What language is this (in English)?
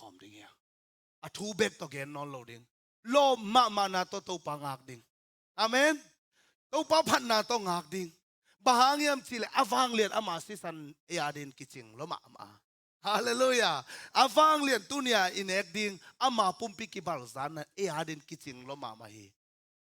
Tedim Chin